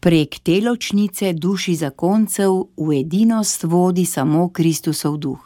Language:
Slovenian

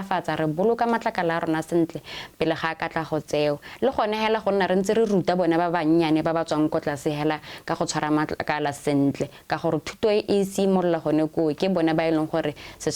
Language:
Tswana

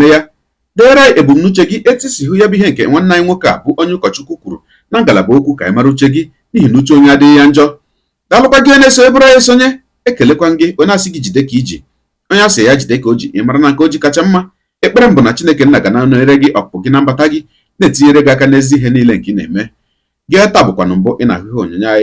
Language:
Igbo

